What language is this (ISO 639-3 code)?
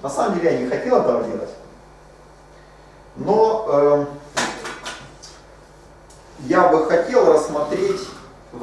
rus